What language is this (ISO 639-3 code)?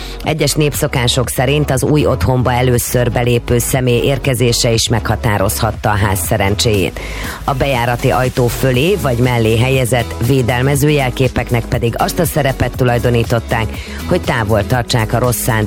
hun